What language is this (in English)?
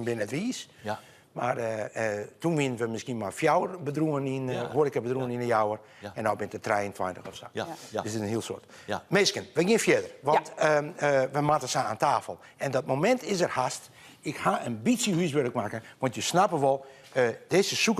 Western Frisian